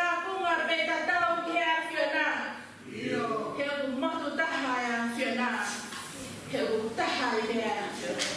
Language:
Tongan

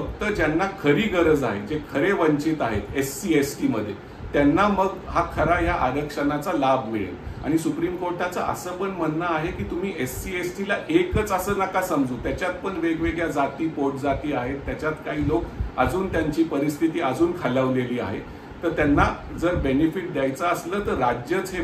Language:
Marathi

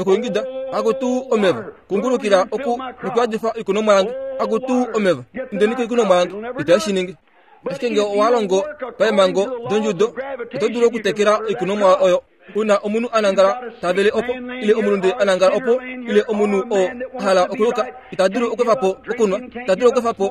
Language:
Kuanyama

